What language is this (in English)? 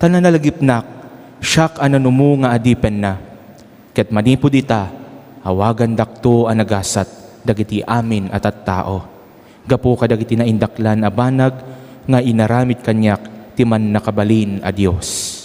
Iloko